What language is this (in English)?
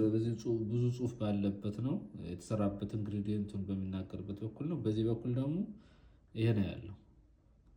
Amharic